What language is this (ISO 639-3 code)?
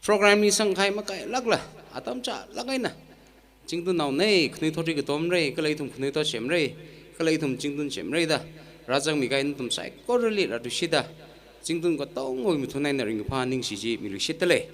nmf